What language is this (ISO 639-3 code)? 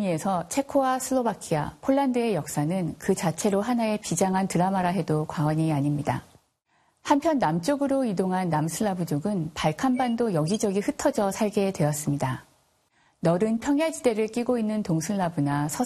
kor